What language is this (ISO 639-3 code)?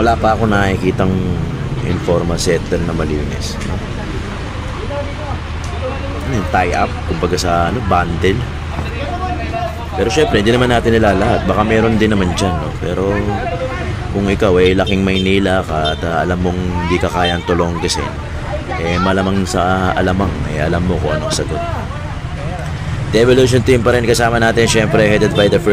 fil